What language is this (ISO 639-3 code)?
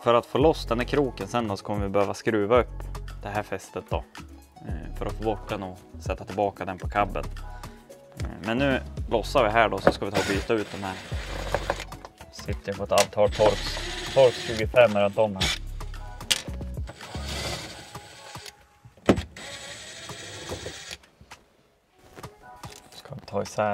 swe